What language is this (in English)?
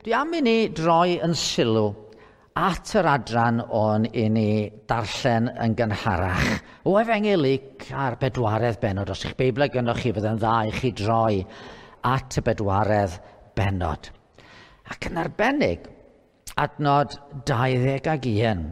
Welsh